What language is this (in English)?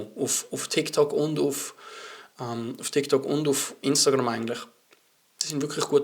Swiss German